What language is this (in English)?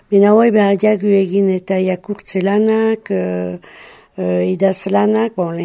Basque